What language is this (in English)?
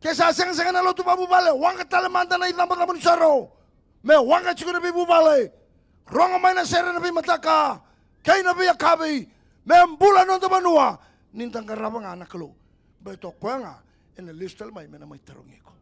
Fijian